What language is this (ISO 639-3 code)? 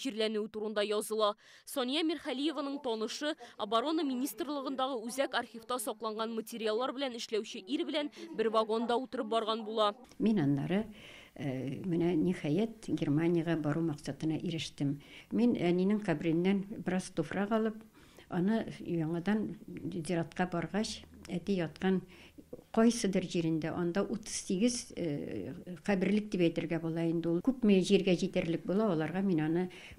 tat